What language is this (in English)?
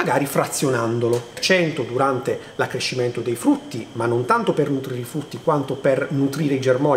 Italian